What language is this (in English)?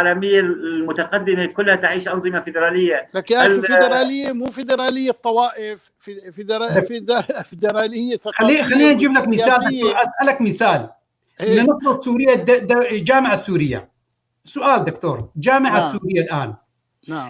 North Levantine Arabic